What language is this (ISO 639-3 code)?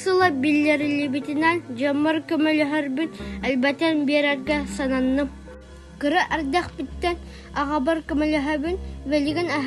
sah